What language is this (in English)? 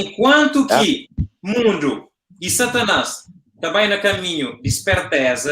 Kabuverdianu